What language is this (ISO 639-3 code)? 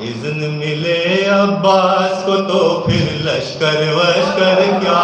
skr